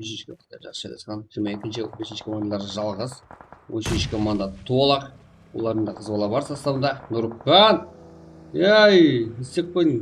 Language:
Kara-Kalpak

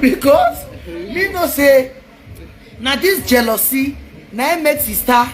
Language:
Nigerian Pidgin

